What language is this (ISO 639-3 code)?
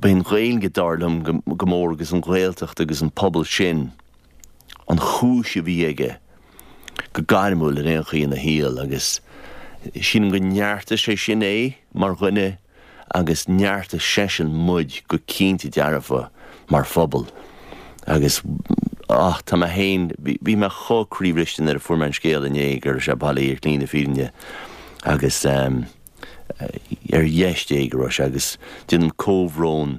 gle